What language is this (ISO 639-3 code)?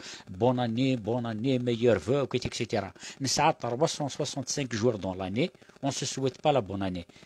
kab